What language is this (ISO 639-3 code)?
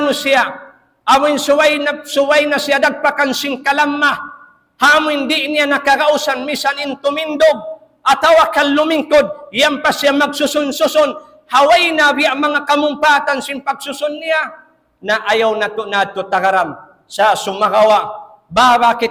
tsg